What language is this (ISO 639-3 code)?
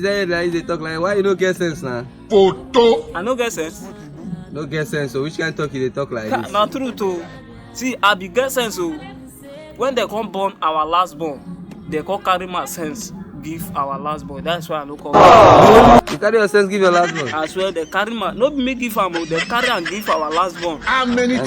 pcm